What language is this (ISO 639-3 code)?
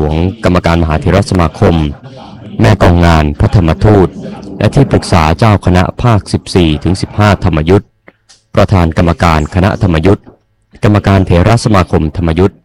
tha